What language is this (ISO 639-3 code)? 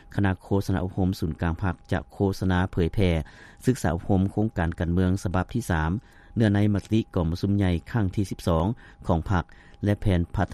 lao